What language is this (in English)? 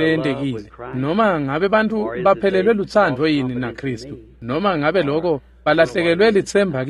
Swati